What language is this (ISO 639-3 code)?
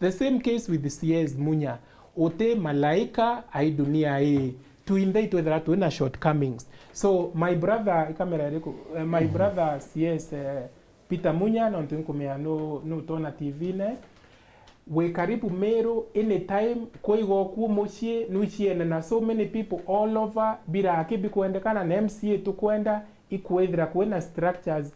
mer